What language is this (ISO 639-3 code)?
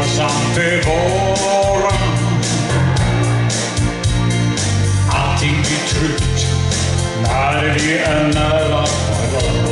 swe